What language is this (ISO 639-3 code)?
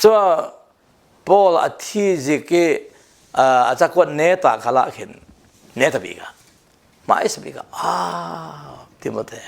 cfm